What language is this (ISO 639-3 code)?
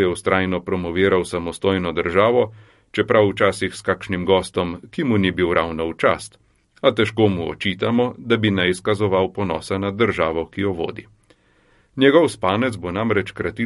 slv